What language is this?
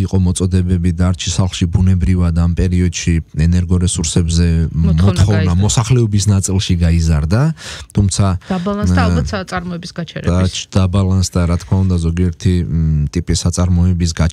Georgian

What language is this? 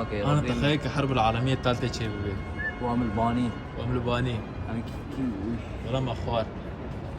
Kurdish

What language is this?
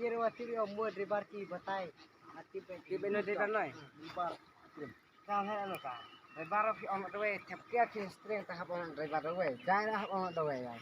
Khasi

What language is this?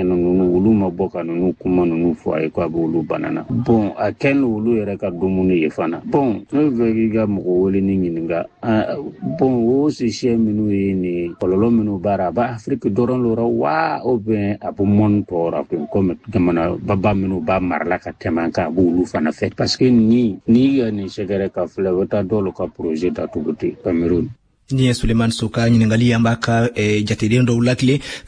Bambara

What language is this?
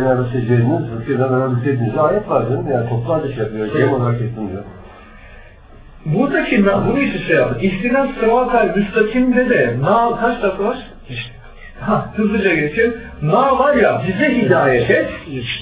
Turkish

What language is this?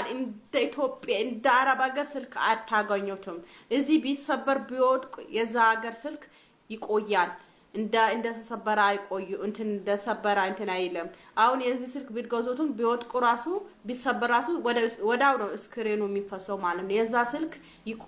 Amharic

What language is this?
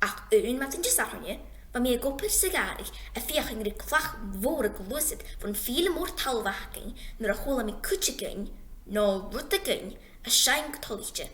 Scottish Gaelic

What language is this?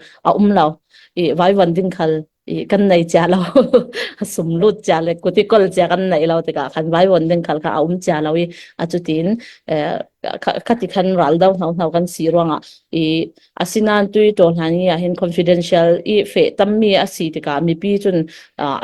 Falam Chin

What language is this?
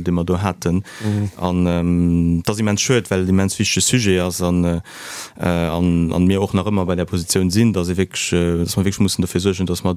Luxembourgish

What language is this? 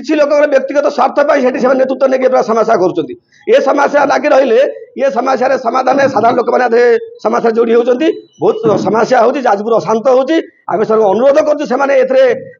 Odia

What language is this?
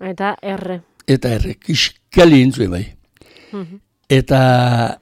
Basque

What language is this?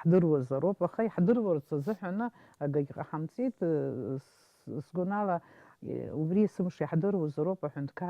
Abkhazian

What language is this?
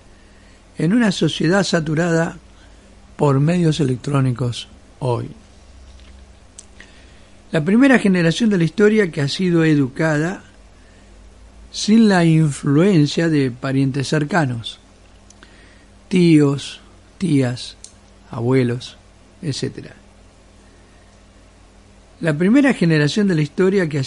Spanish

